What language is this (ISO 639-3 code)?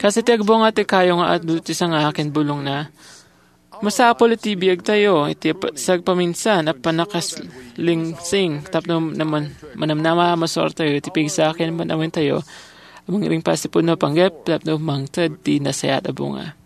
ilo